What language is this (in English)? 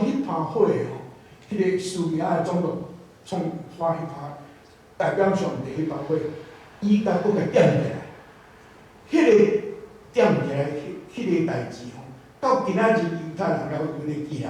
Min Nan Chinese